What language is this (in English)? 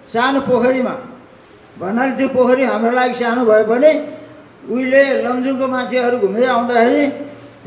Nepali